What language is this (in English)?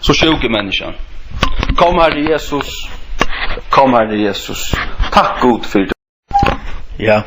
Faroese